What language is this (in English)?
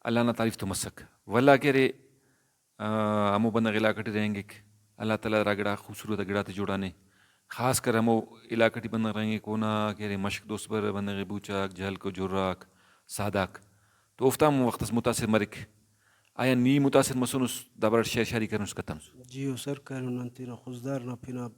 Brahui